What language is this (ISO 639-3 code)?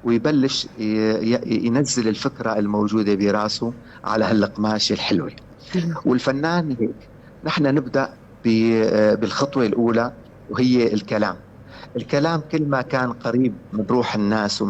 apc